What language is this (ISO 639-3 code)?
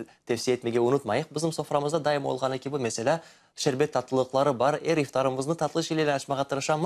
crh